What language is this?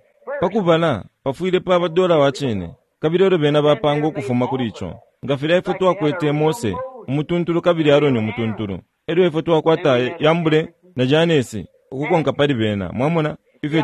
Bemba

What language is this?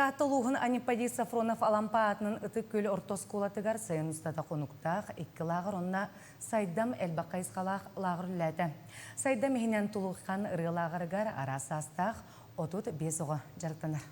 Yakut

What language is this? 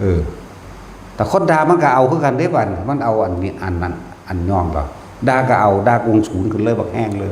Northeastern Thai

